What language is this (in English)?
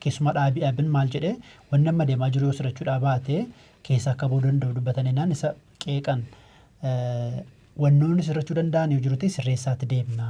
Oromo